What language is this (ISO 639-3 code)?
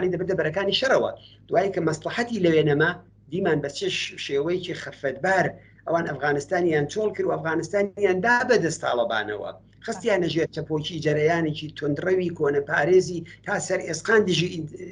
ckb